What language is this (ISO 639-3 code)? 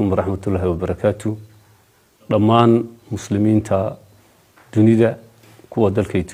som